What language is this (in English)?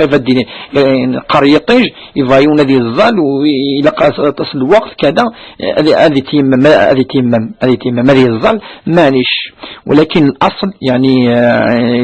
Kabyle